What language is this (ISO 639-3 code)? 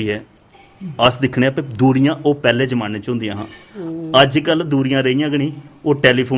doi